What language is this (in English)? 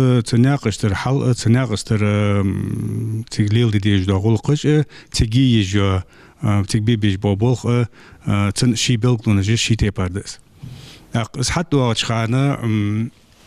Ingush